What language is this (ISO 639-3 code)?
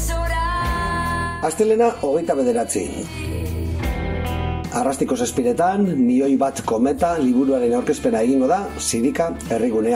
eus